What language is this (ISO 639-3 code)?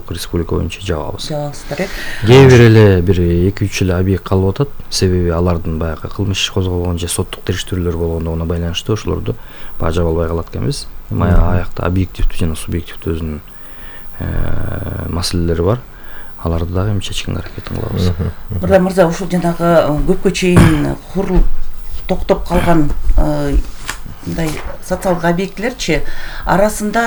kir